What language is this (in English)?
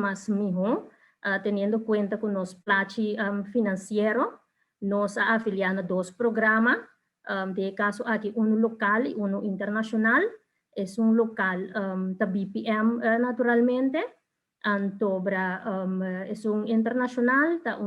Papiamento